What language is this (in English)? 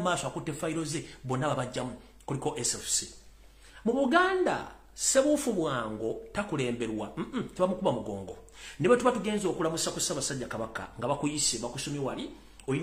Ganda